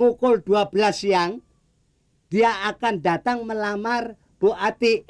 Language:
Betawi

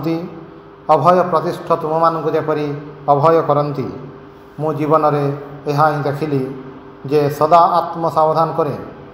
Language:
Odia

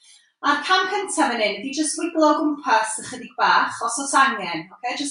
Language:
Welsh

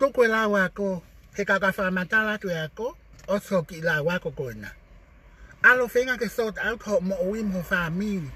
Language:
Tongan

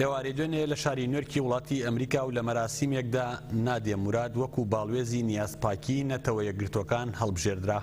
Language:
Central Kurdish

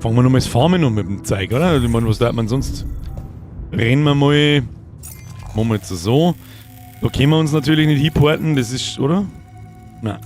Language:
Bavarian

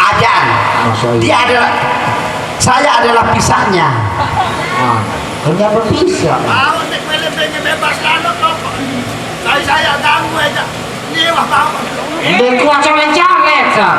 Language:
Sasak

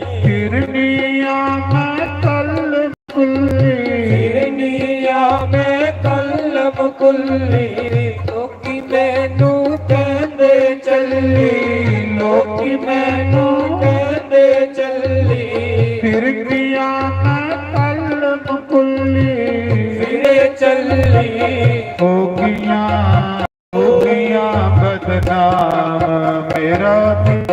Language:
Dogri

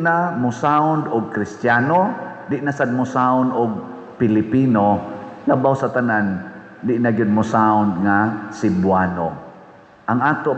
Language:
Cebuano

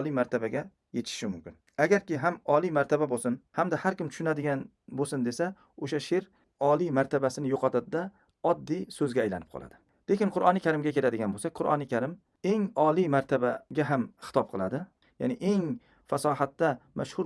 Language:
Uzbek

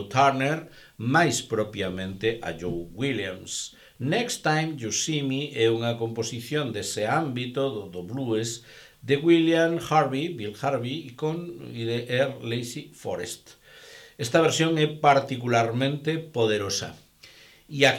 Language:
Galician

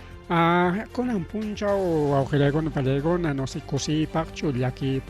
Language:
Ayacucho Quechua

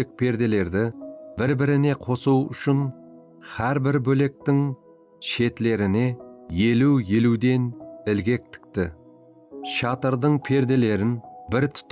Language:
Kara-Kalpak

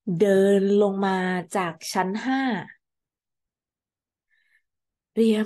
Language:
Thai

